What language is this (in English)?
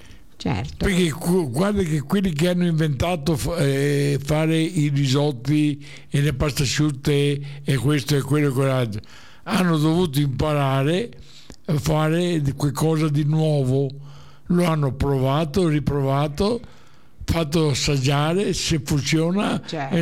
Italian